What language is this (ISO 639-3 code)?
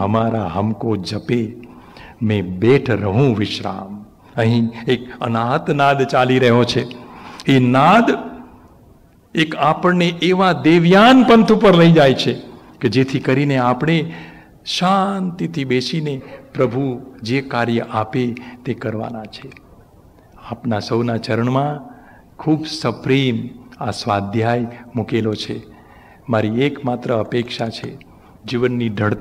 guj